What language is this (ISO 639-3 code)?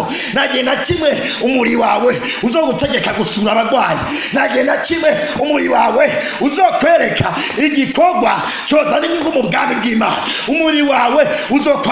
run